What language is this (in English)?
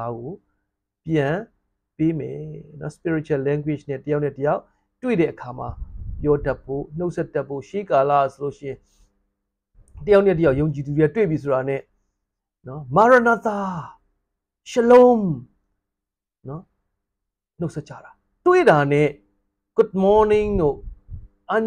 Burmese